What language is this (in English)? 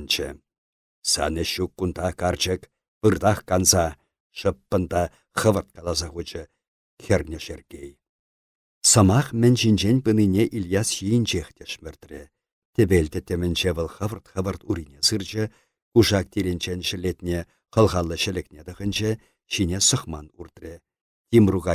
Chuvash